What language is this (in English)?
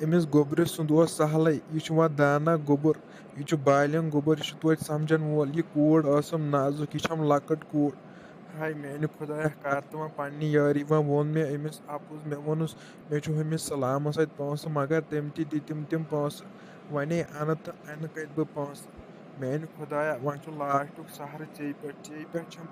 Kashmiri